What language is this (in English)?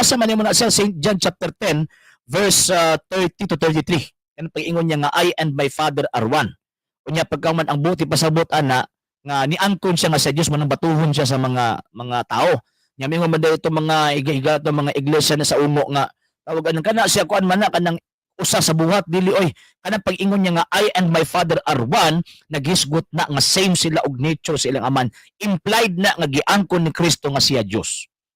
Cebuano